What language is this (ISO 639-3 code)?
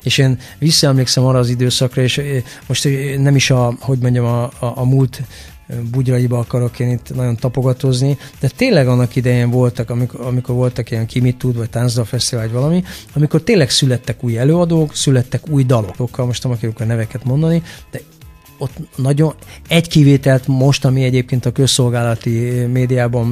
hun